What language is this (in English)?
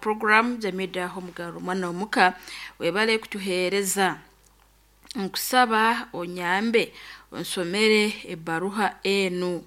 Nyankole